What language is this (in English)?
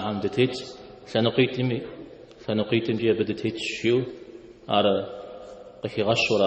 Kabardian